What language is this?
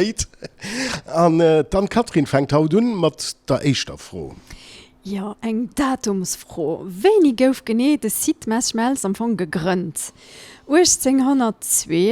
Luxembourgish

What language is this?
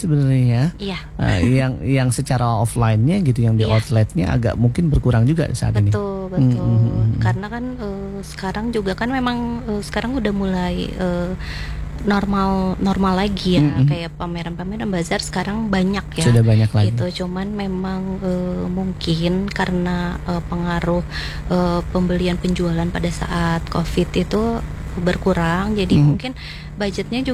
Indonesian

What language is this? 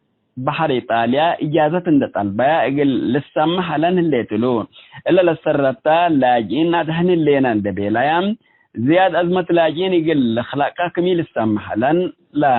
Tigre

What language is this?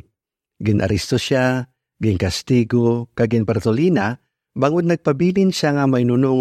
Hiligaynon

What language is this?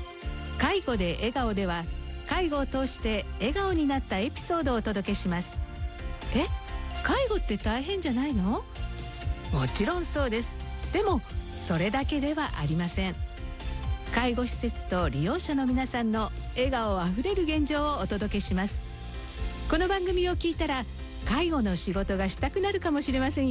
Japanese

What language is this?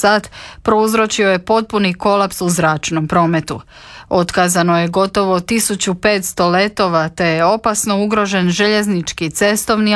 Croatian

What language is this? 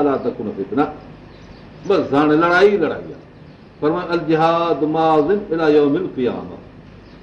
Sindhi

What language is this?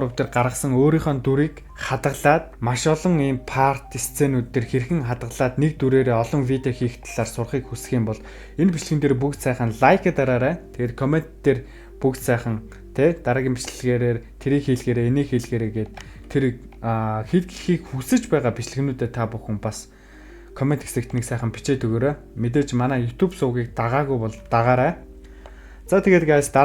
Mongolian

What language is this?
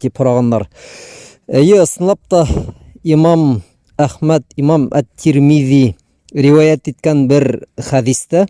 Bashkir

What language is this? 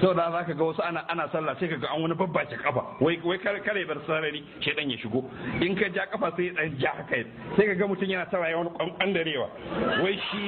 Hausa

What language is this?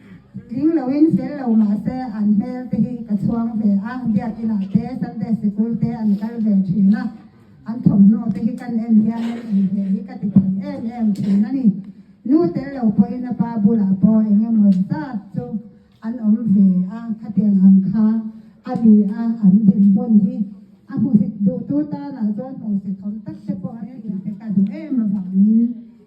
Mizo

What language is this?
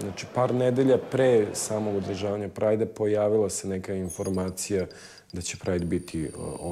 Serbian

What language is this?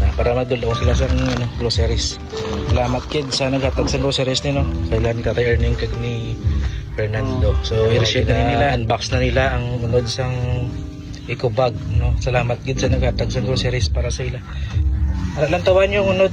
Hiligaynon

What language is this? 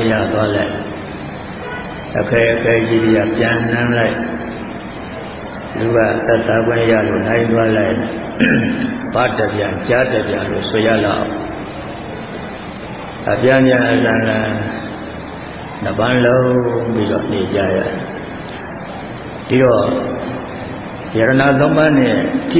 Burmese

